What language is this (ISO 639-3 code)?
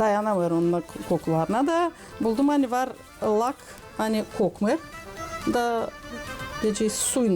gag